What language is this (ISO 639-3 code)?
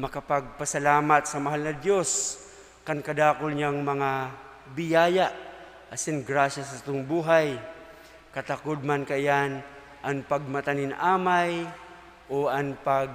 bik